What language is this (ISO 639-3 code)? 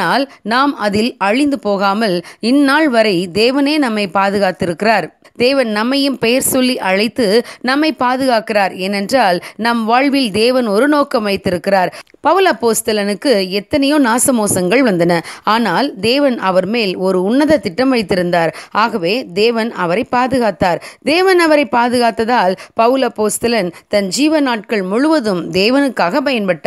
tam